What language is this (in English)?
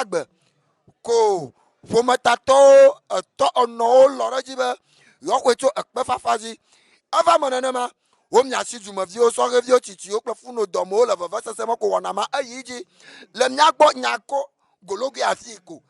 Ewe